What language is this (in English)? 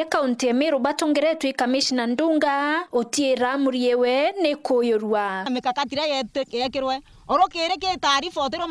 Meru